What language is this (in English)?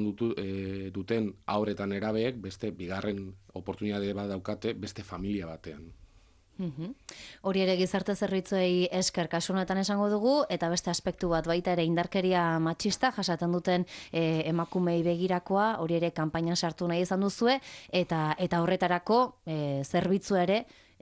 Basque